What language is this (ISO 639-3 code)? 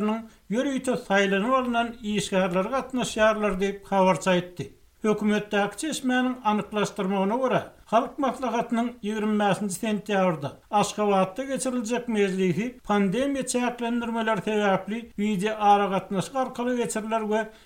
tuk